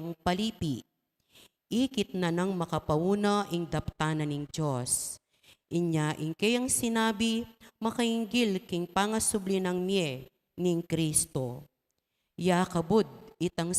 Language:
Pampanga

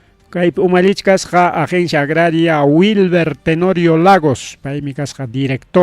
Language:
Ayacucho Quechua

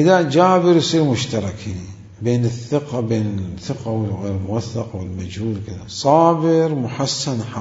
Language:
Mesopotamian Arabic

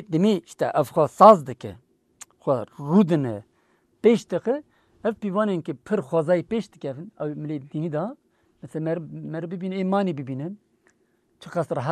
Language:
Kurdish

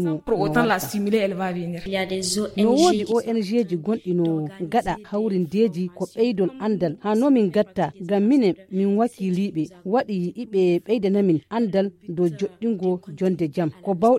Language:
Fula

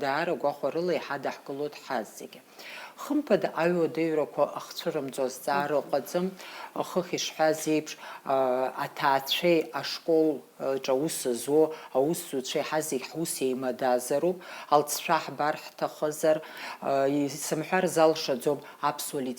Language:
Abkhazian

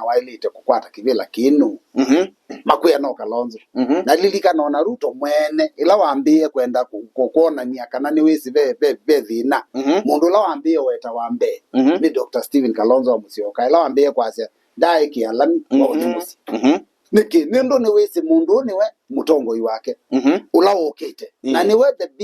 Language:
Kamba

